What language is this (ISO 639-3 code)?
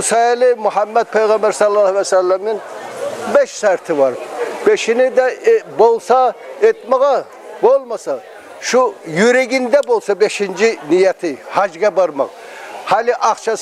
kum